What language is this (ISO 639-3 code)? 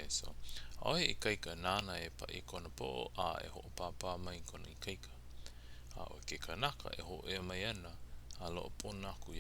haw